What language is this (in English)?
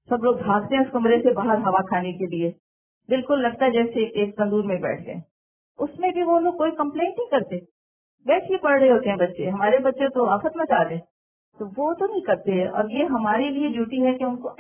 Urdu